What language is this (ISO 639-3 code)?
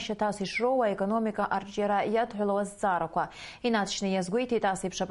abk